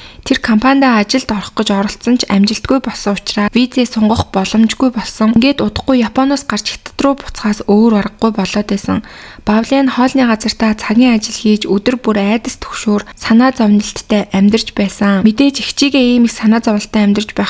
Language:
Mongolian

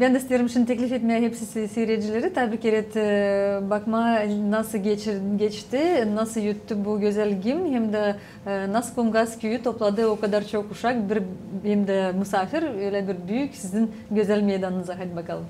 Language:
Gagauz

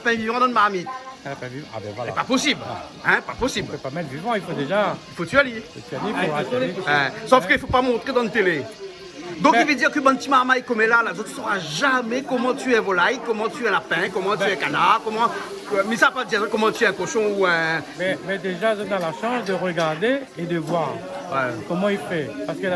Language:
Réunion Creole French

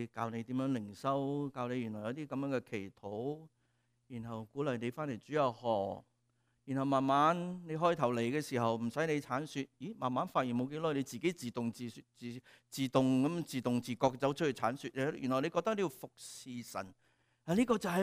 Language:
Cantonese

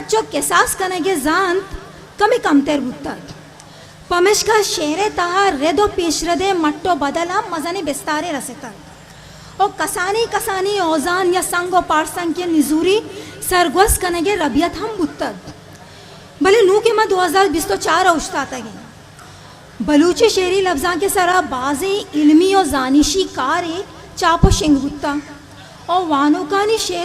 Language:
Eastern Balochi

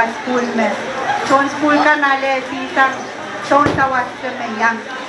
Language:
Pohnpeian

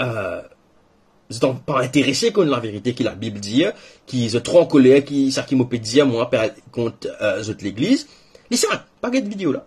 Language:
Morisyen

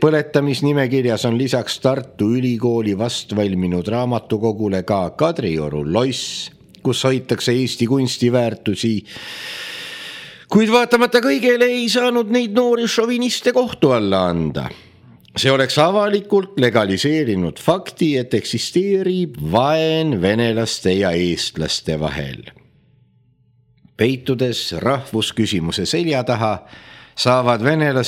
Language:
Estonian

